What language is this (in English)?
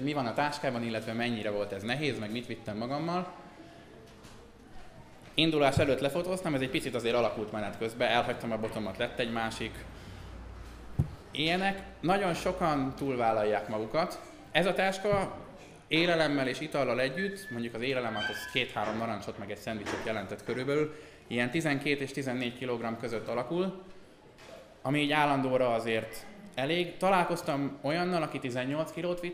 Hungarian